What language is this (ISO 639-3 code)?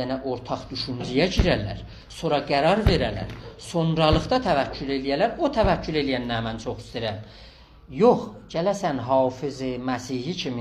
azb